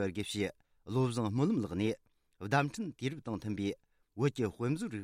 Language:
Tibetan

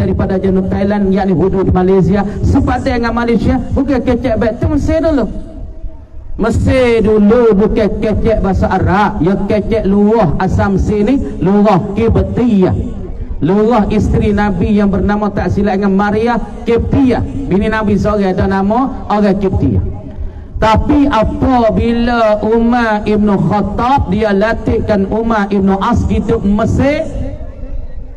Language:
Pattani Malay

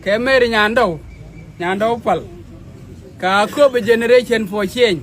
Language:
Nuer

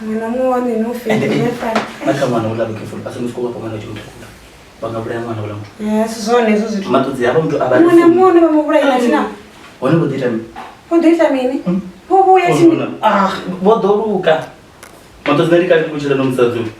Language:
Venda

